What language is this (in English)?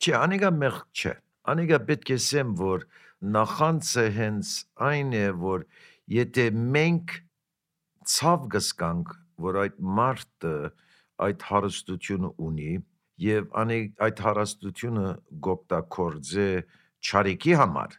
Armenian